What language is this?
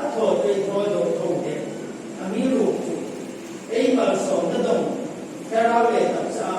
Hmar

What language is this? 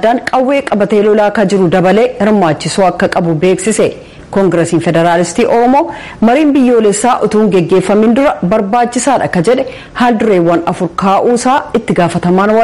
Oromo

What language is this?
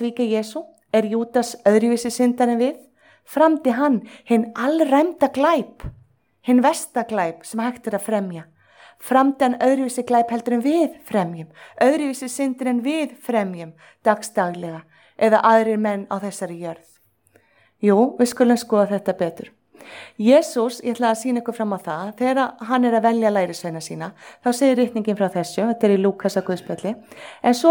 Icelandic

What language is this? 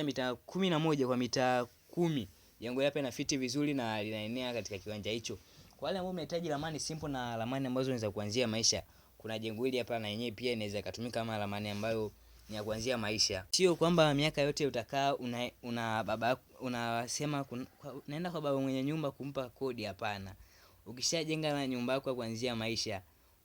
Swahili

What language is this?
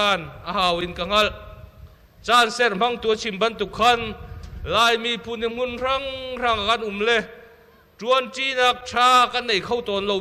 Hakha Chin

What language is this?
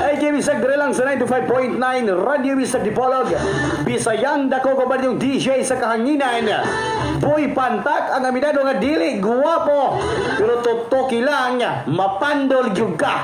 Cebuano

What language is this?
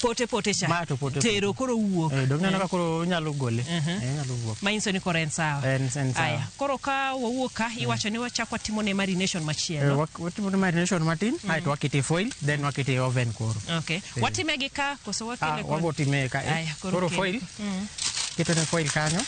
Luo (Kenya and Tanzania)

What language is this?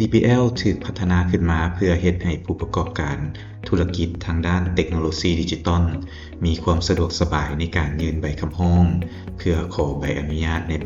Lao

